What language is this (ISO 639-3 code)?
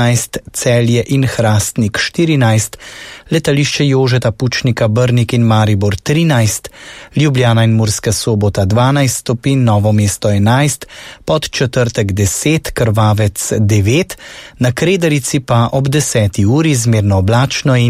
slv